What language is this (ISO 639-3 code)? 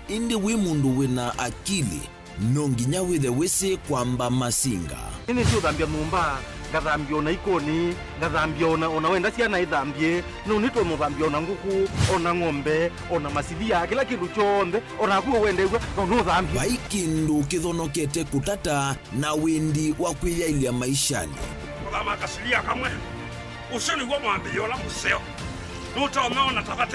kam